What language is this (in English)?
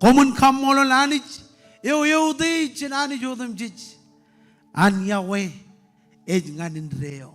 Marshallese